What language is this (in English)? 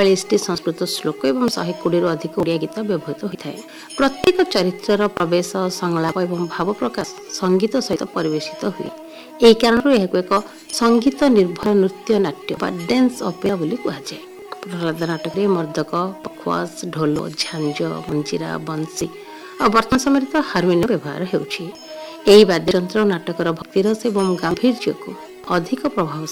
Odia